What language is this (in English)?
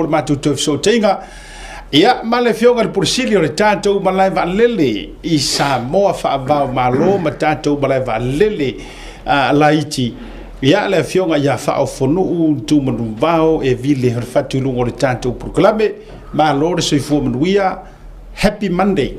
Samoan